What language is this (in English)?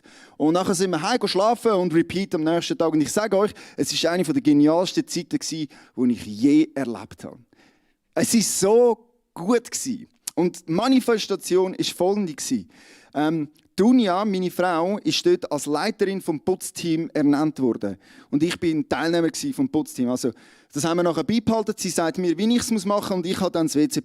Swiss German